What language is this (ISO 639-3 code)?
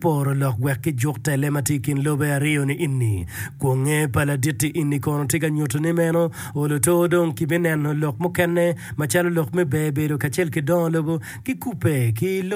ach